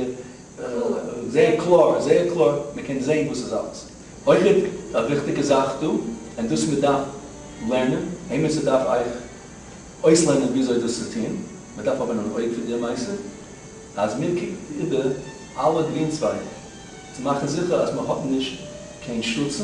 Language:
Yiddish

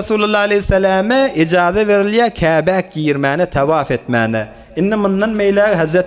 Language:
Turkmen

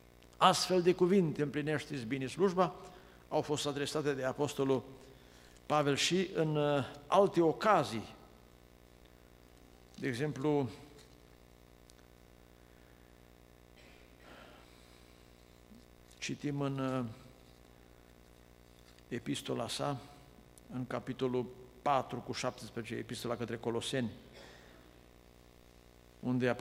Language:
Romanian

